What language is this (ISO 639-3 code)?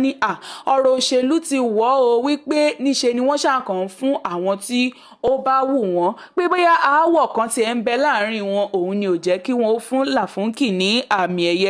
yor